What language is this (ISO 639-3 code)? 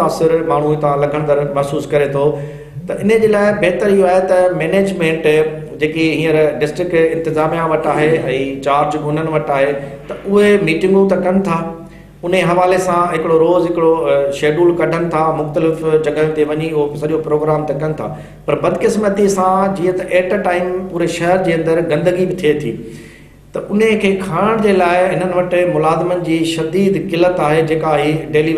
snd